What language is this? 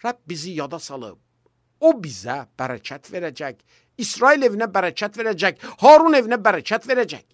Azerbaijani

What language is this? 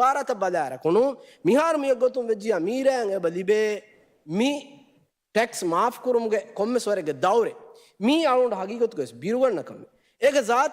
Divehi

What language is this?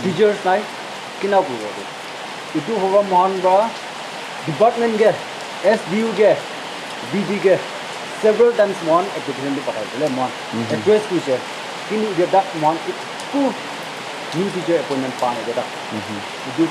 Naga Pidgin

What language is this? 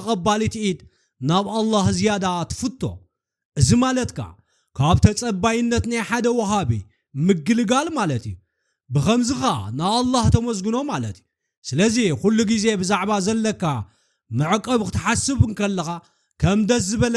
Tigrinya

